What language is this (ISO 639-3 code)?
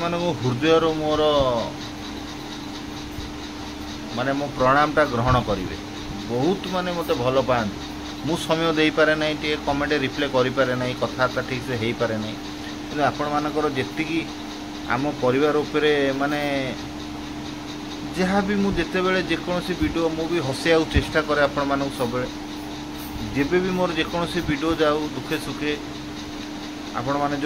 ori